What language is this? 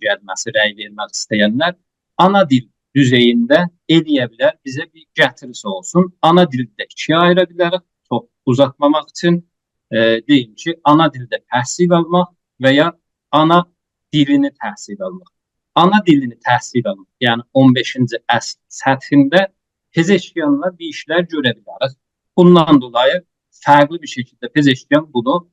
South Azerbaijani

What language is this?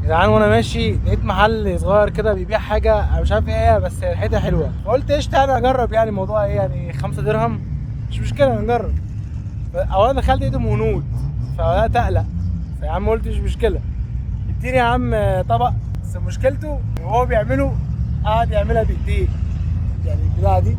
Egyptian Arabic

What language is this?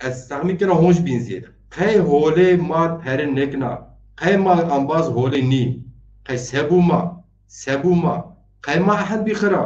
Zaza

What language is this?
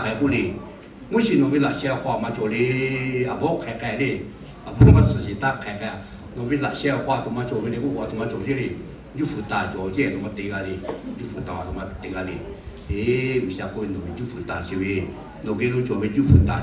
Lahu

